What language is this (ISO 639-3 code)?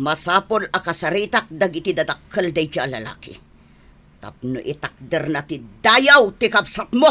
ilo